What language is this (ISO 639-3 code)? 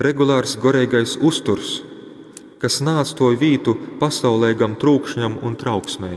ltg